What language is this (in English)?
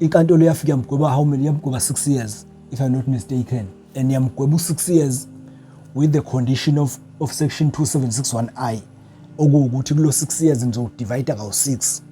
Zulu